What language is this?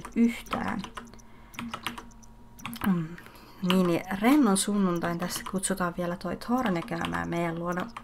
Finnish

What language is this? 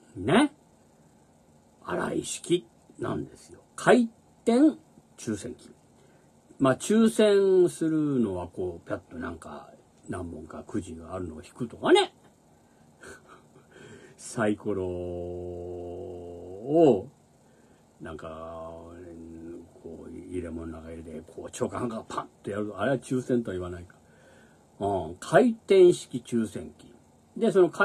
Japanese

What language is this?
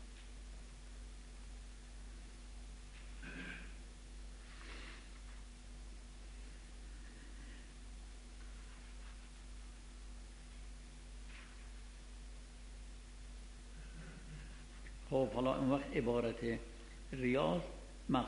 Persian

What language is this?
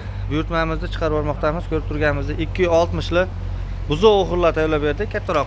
Uzbek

